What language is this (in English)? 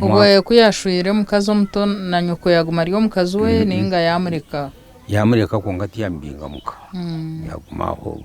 Nyankole